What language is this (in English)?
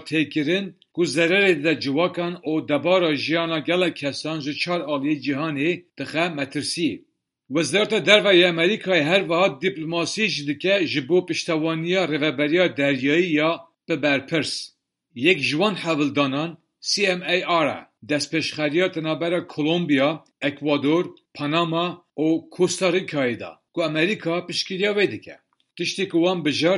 Kurdish